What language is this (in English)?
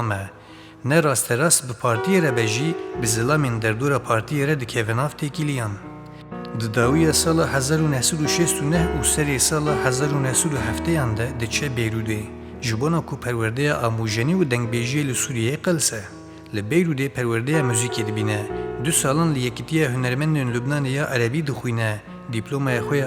Kurdish